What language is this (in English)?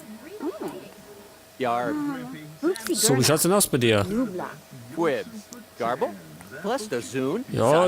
Bavarian